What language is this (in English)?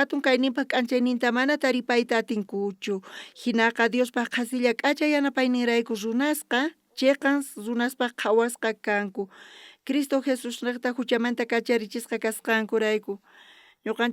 South Bolivian Quechua